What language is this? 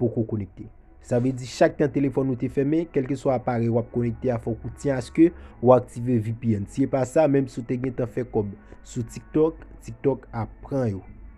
Haitian Creole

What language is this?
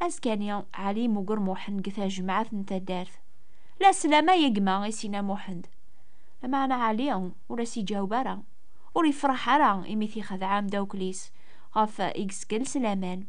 Kabyle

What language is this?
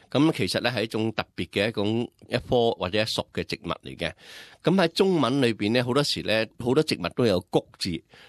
Cantonese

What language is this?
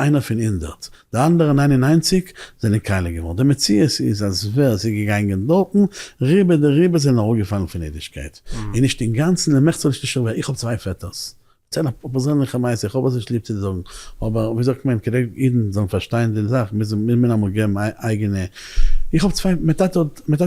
Yiddish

